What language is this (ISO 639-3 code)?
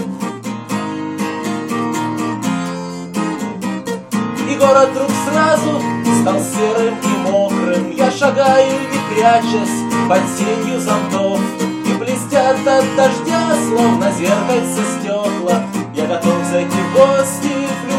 rus